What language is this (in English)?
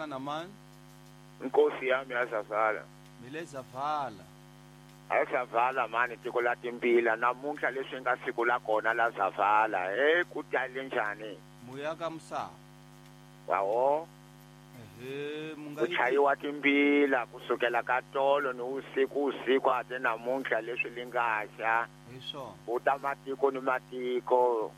Tsonga